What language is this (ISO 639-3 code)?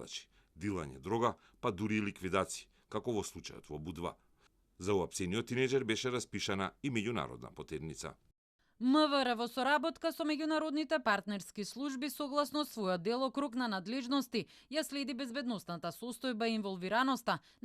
mkd